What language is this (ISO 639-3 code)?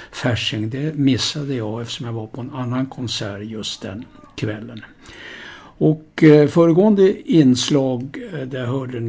swe